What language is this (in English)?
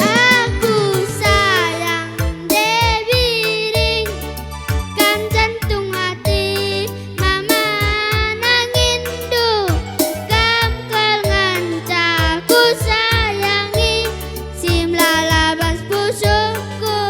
Batak Karo